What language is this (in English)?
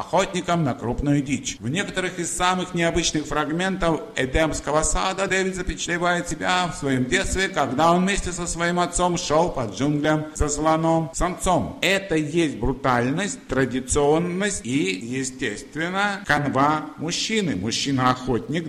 Russian